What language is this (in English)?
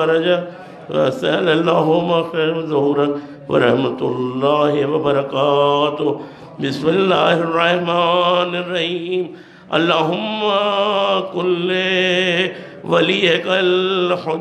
Urdu